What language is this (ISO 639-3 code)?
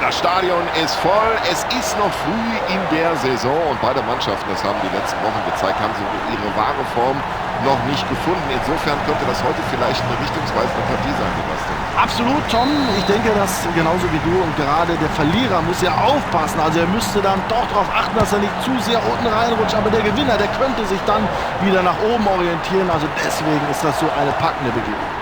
bar